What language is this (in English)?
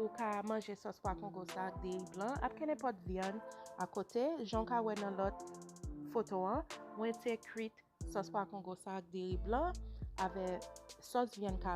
Haitian Creole